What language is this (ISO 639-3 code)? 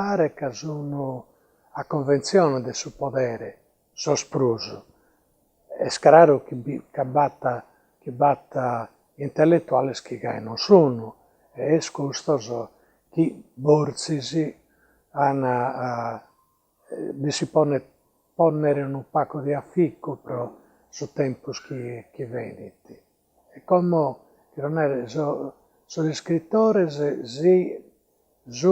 srd